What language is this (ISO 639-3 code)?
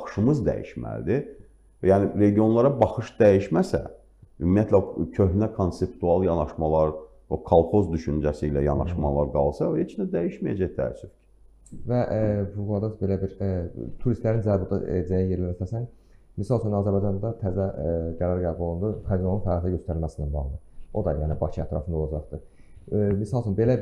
aze